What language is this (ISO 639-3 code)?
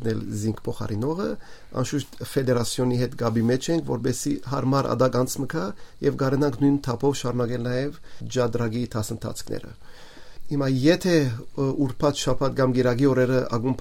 hyw